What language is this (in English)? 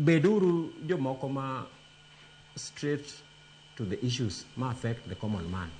Luo (Kenya and Tanzania)